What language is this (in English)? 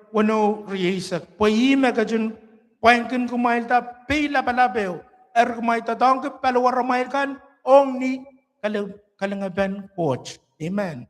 Pohnpeian